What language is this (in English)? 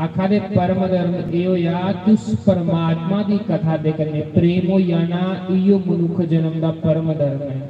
Dogri